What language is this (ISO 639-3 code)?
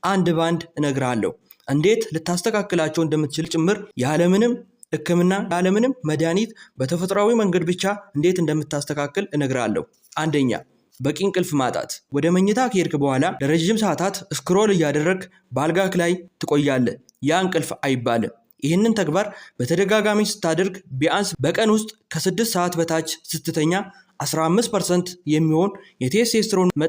amh